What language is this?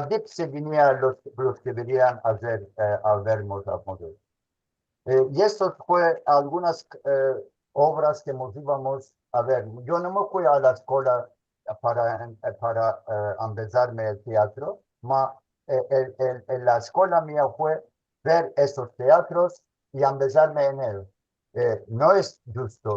Ladino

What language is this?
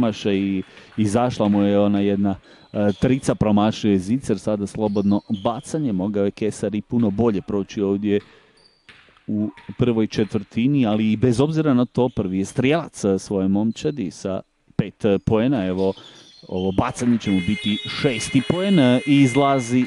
Croatian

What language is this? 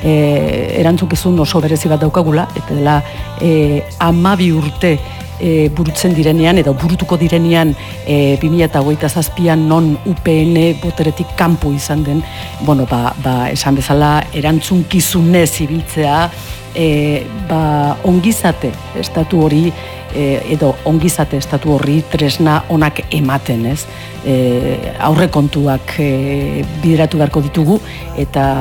Basque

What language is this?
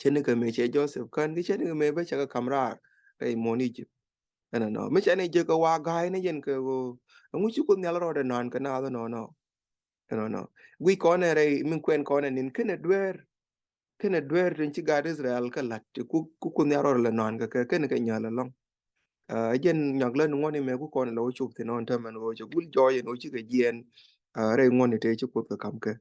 Nuer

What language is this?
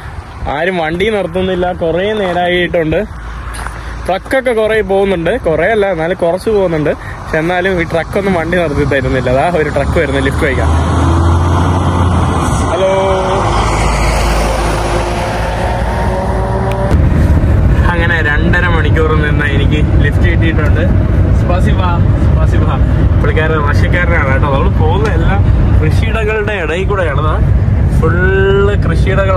Malayalam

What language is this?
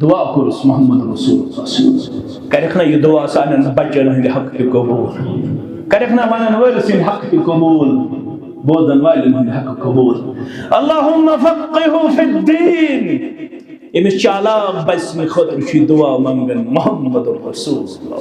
Kashmiri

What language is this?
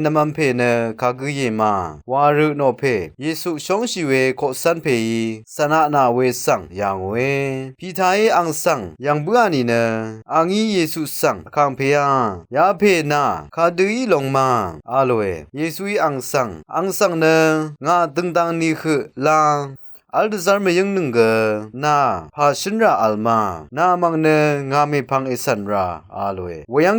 Rawang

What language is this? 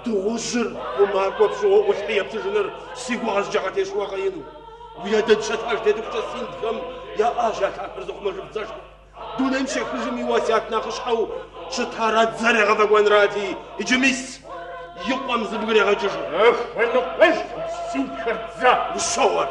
Kabardian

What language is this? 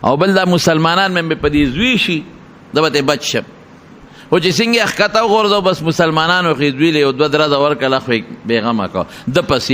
Pashto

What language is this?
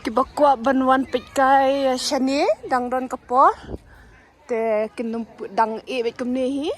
Khasi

